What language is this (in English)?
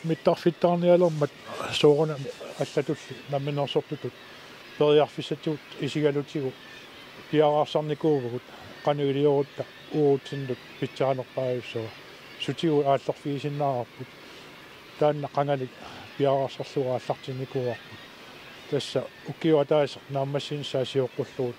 Kalaallisut